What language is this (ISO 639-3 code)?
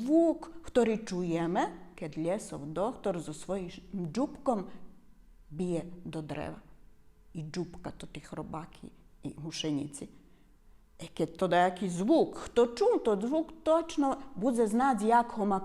rue